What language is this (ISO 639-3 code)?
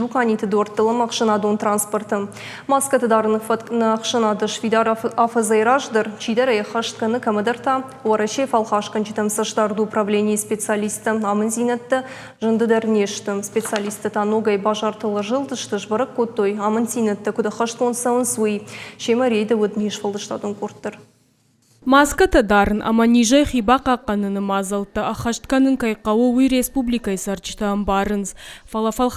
oss